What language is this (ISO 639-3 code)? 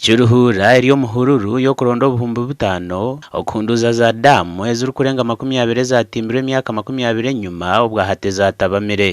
nyn